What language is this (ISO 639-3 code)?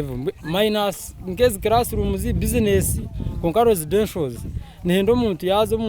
nyn